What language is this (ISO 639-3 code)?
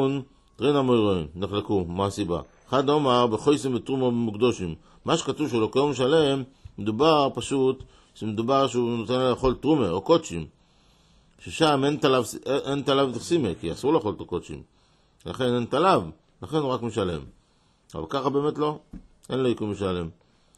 heb